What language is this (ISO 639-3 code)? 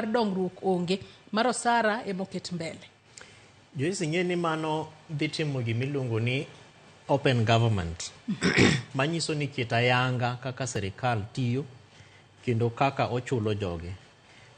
luo